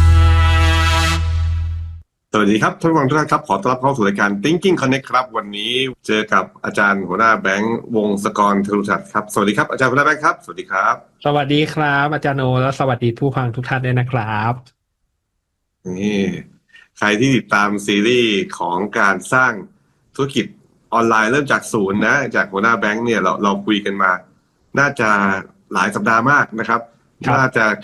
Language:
Thai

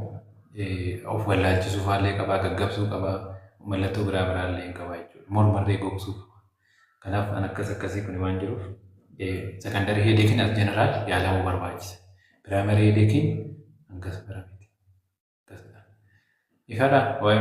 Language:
Oromo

